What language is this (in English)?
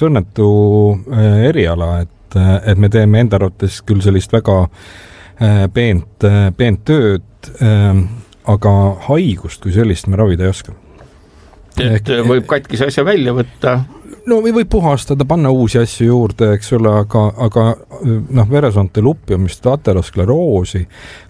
Estonian